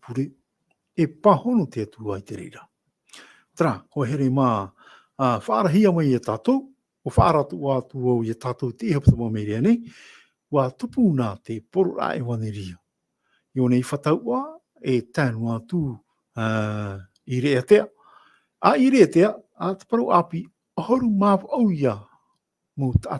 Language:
Tahitian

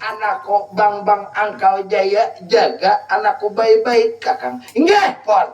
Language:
Banjar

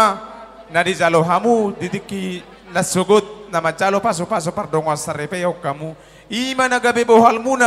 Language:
Batak Toba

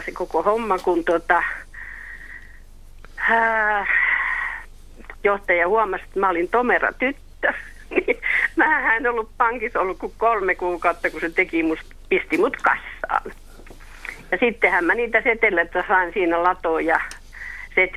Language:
Finnish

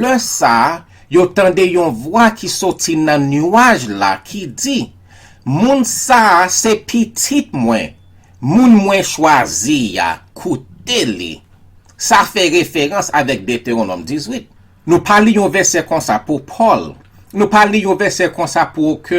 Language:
Haitian Creole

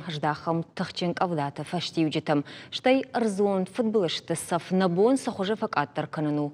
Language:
Ossetic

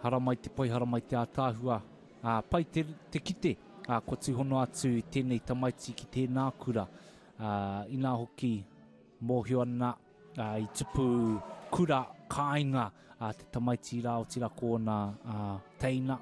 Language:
Māori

